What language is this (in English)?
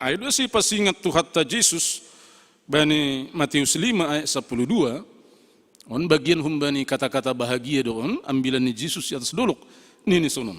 Batak Simalungun